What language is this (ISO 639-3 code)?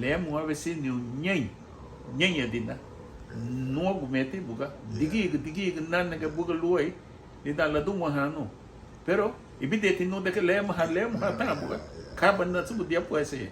cab